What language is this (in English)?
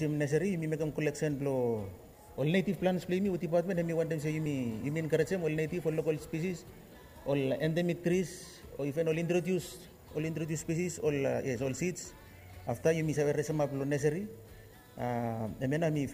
Bislama